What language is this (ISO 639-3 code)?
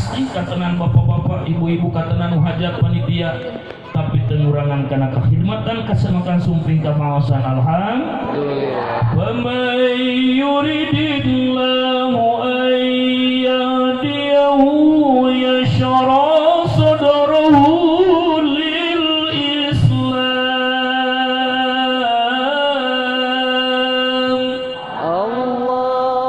sun